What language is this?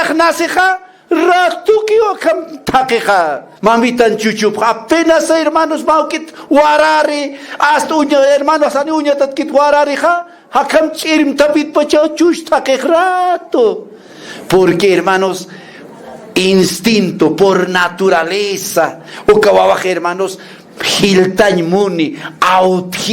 Aymara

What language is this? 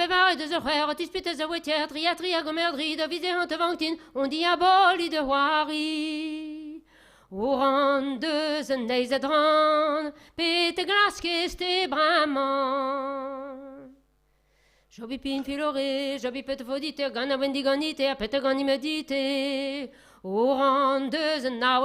Breton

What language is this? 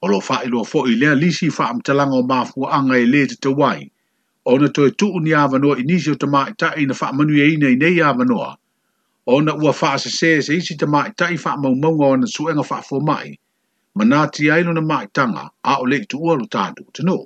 Samoan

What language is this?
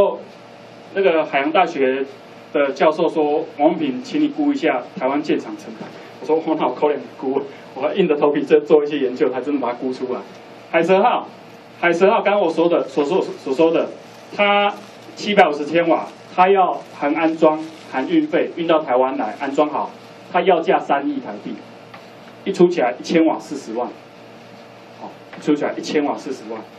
Chinese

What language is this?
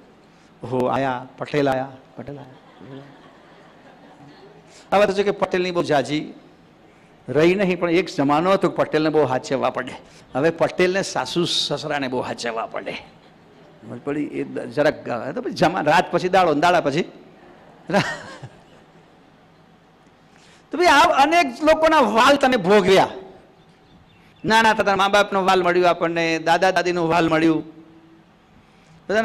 Gujarati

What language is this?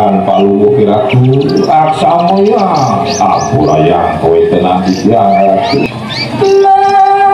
Balinese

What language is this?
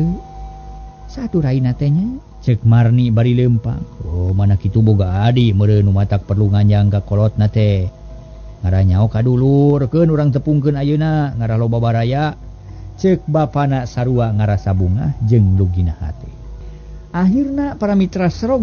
Sundanese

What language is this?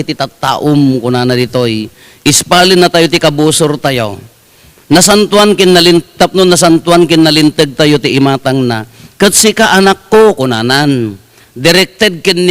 Iloko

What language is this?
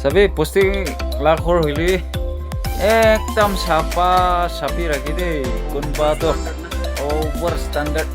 Naga Pidgin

